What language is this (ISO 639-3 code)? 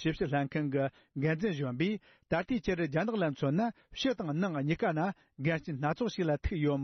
bod